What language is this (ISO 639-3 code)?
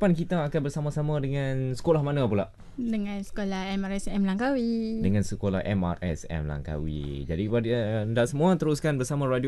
msa